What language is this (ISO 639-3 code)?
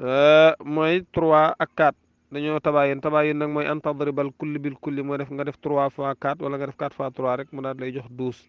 wol